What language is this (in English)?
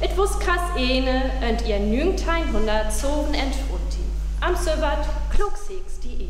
Northern Frisian